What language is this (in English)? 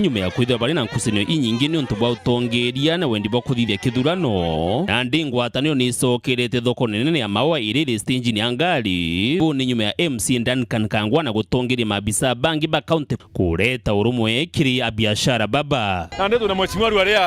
Meru